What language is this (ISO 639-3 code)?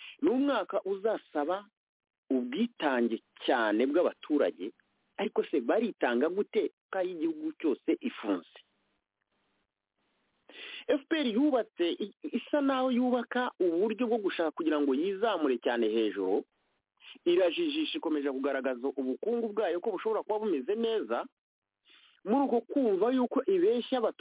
kin